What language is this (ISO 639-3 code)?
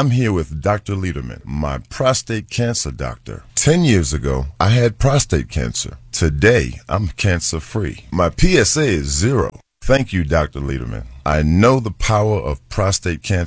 eng